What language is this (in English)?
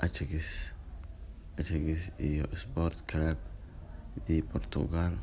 Somali